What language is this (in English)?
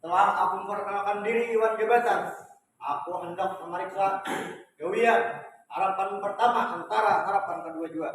Banjar